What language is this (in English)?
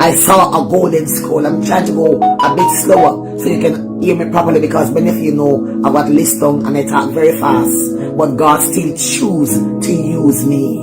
Jamaican Creole English